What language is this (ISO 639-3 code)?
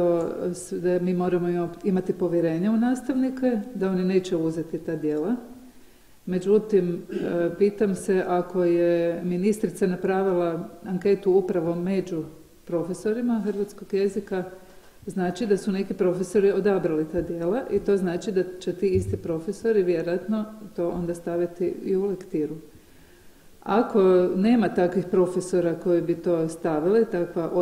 hrv